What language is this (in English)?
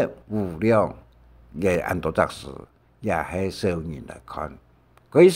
Hakka Chinese